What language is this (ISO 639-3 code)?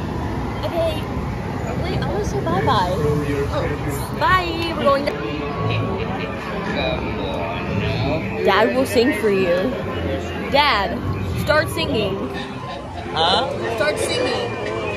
eng